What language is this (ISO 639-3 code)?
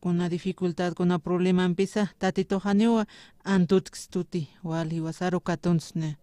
aym